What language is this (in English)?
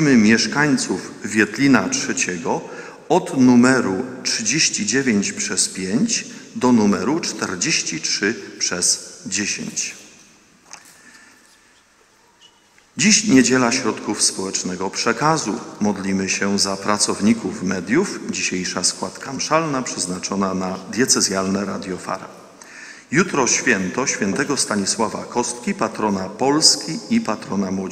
Polish